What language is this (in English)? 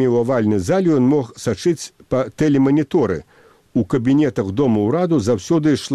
Belarusian